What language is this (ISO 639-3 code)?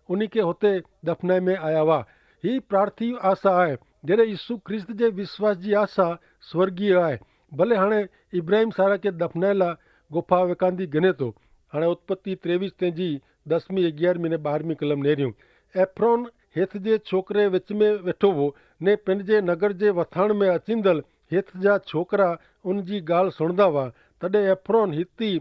kfr